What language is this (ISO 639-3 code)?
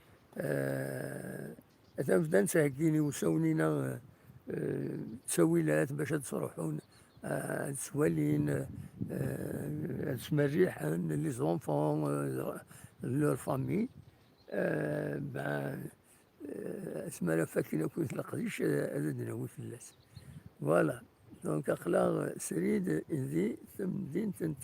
kab